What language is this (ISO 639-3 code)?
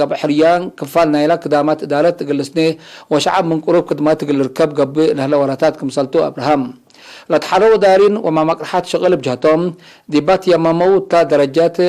tig